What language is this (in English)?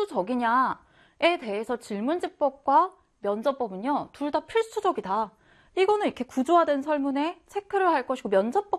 Korean